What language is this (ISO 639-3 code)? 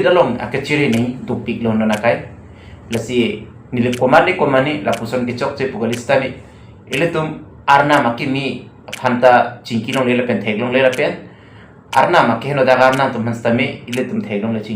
mjw